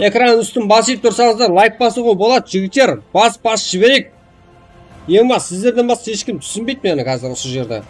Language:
Kara-Kalpak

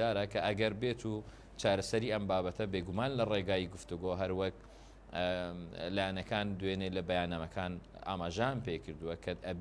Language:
Central Kurdish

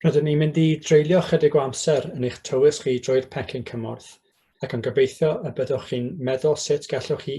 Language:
Welsh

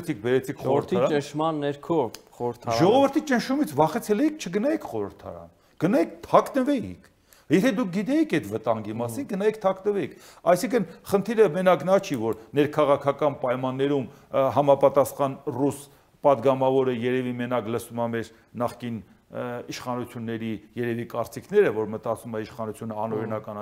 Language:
Armenian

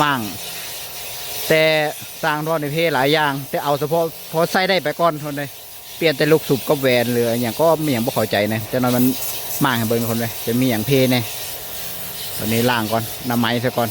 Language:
Lao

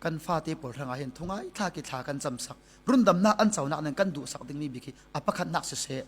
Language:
Falam Chin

